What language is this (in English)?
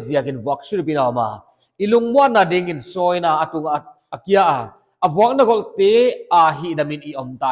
Paite Chin